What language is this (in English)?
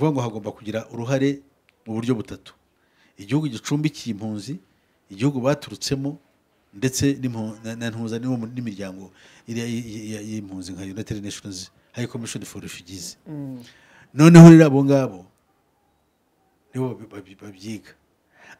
Kinyarwanda